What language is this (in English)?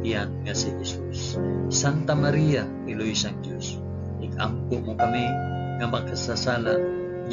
Hiligaynon